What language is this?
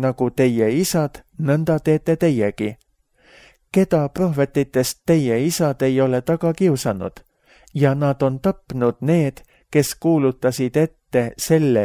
Estonian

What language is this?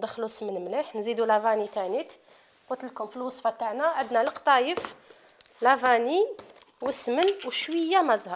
Algerian Arabic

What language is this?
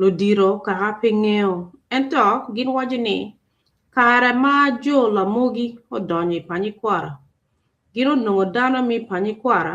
Acoli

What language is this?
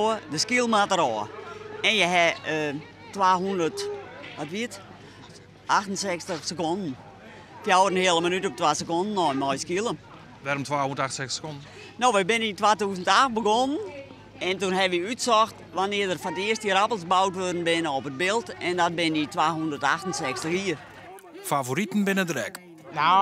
Western Frisian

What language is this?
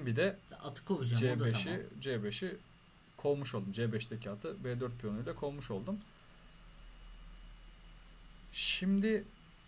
Turkish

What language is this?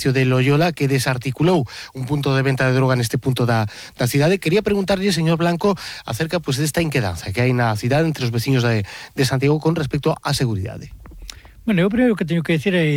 Galician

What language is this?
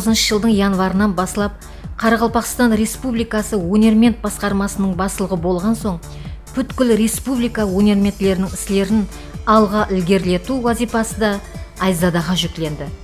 Kara-Kalpak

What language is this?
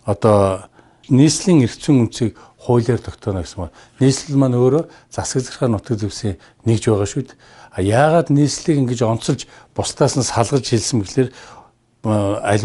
Mongolian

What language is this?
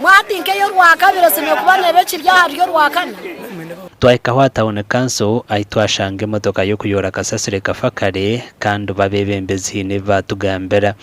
Nyankole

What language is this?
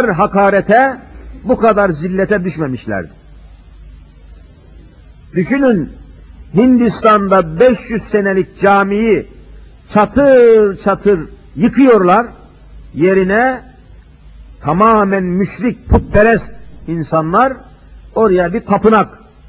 Turkish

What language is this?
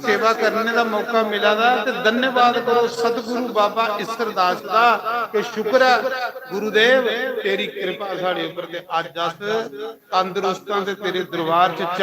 Dogri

